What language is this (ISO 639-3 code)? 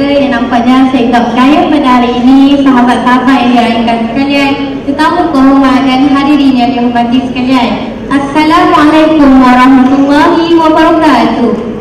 msa